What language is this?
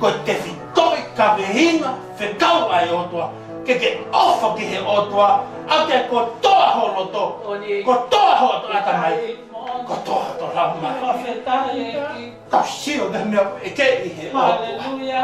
Tongan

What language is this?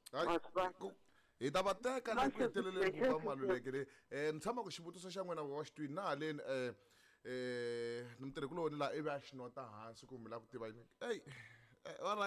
Tsonga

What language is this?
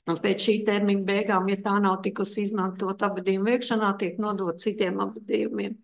Latvian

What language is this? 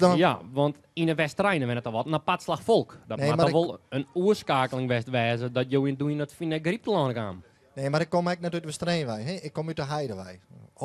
Western Frisian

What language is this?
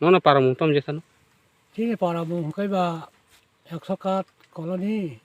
Kok Borok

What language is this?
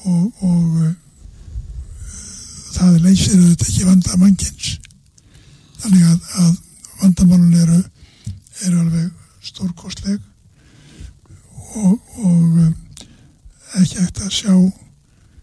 Icelandic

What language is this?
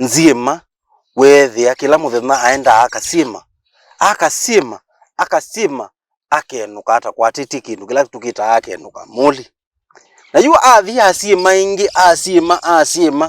Kamba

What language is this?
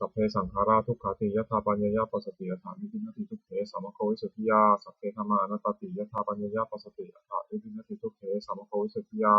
Pali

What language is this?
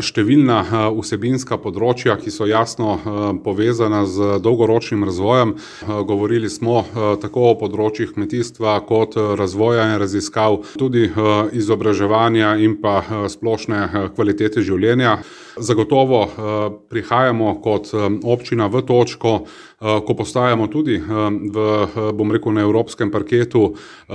Slovenian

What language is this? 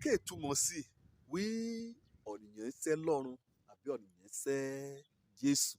Yoruba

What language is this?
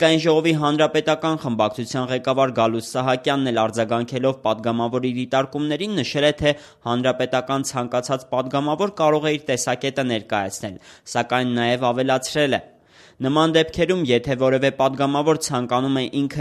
Armenian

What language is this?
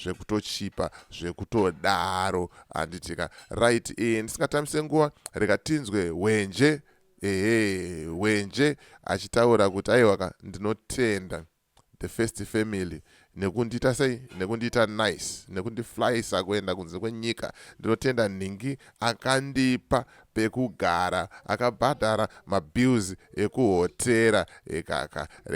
Shona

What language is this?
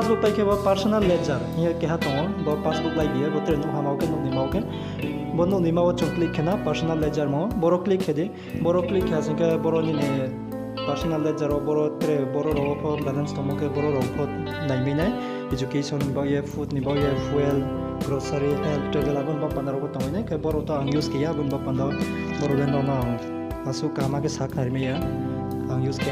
Riang (India)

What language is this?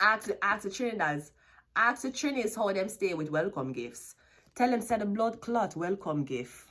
Jamaican Creole English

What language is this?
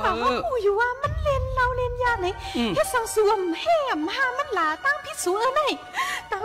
Shan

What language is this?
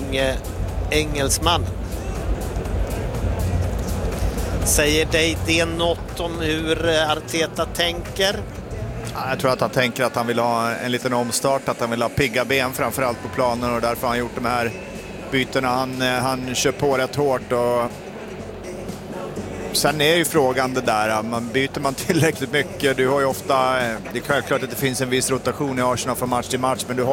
Swedish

